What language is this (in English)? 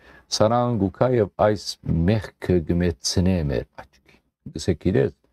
Western Armenian